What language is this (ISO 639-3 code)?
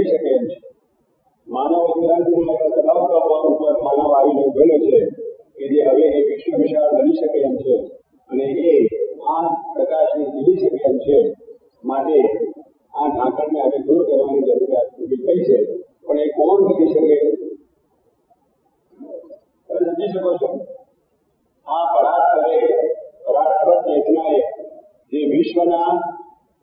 guj